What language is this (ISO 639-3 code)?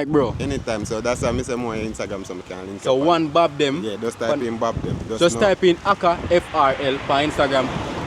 jam